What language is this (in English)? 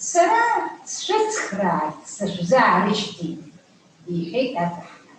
Abkhazian